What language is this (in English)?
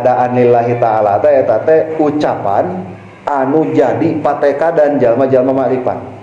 Sundanese